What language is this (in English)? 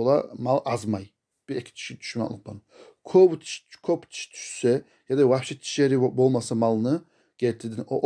Kumyk